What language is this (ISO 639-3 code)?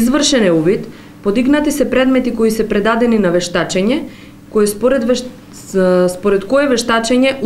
mkd